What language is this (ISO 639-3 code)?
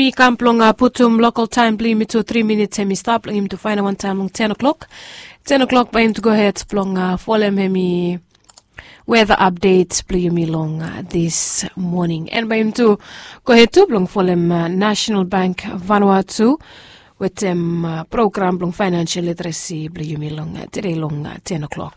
bis